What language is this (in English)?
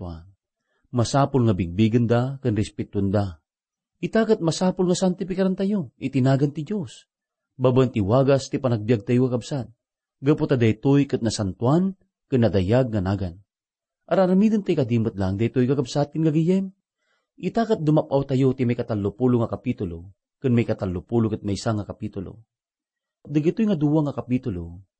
Iloko